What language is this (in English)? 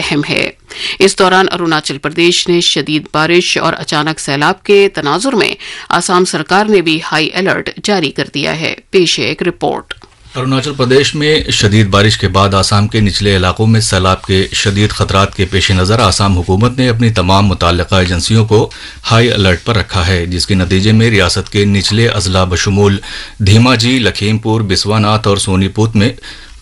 Urdu